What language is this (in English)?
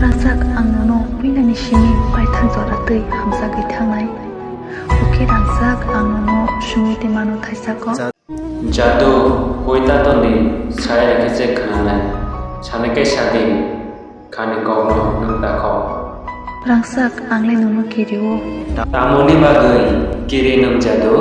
Kok Borok